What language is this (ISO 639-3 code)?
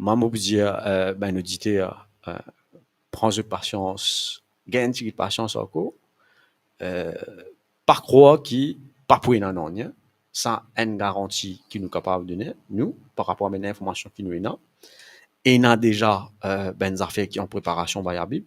mfe